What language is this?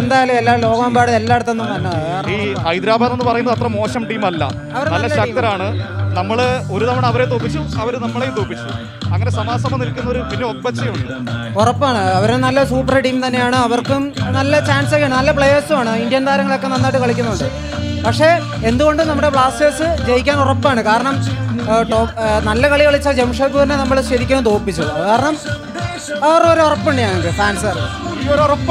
Malayalam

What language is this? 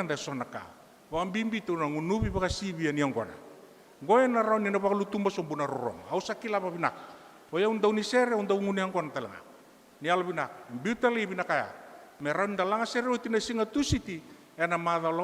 Fijian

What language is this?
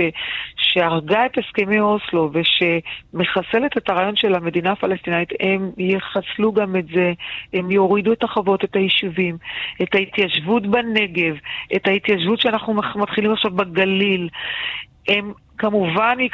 Hebrew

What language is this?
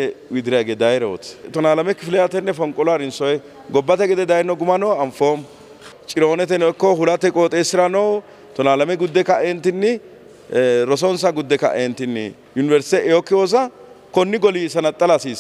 Sidamo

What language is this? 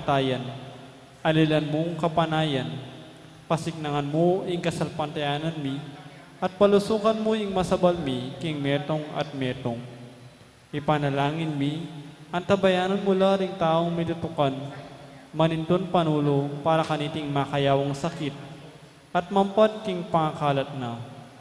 Pampanga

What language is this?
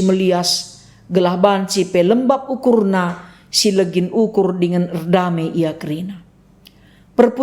Batak Karo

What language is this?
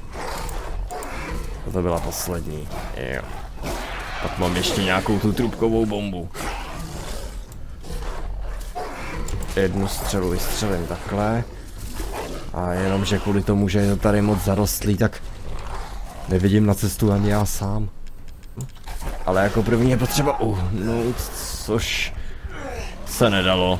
Czech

